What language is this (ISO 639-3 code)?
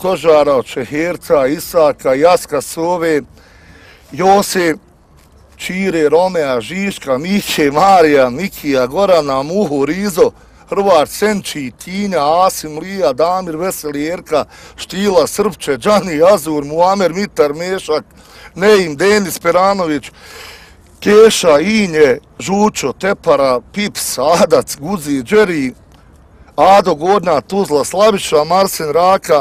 bos